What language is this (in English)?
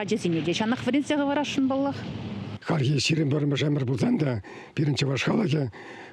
Chuvash